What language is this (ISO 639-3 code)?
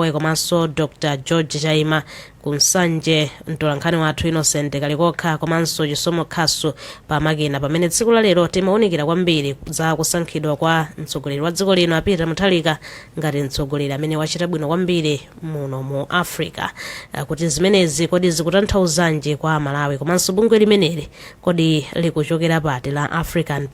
nya